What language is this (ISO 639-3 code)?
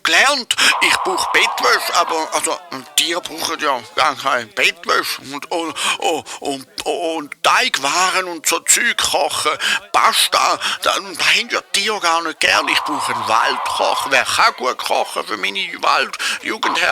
gsw